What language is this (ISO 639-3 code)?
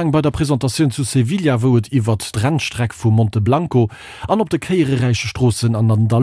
ltz